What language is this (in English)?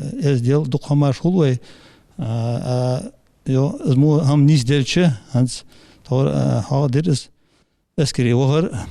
Ingush